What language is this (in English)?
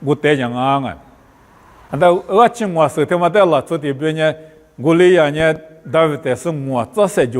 Lisu